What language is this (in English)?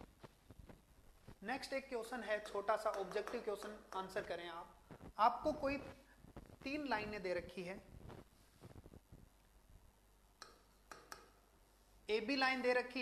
Hindi